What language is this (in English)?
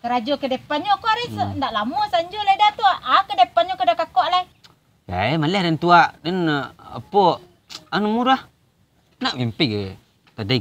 Minangkabau